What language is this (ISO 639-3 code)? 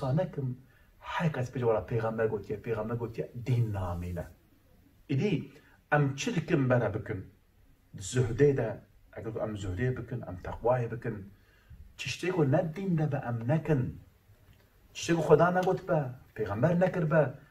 kur